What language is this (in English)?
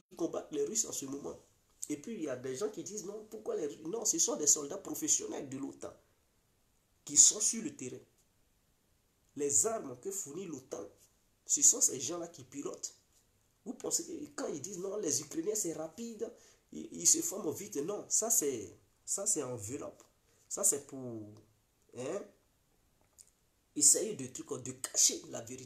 French